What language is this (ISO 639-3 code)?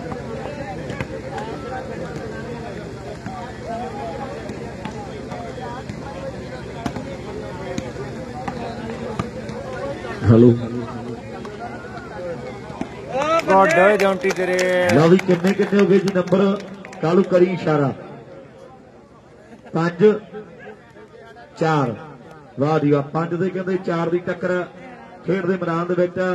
pan